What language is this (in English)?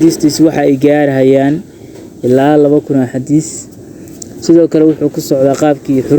Somali